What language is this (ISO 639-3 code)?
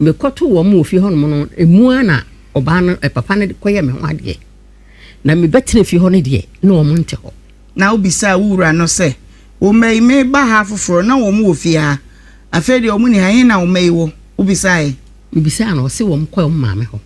aka